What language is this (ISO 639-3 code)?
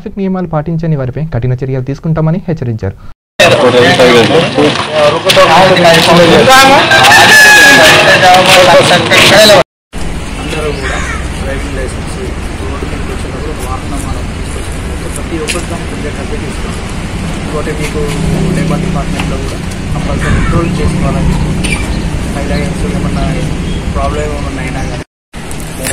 tel